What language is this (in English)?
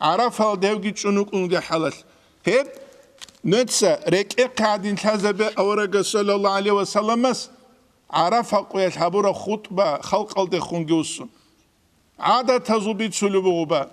Avaric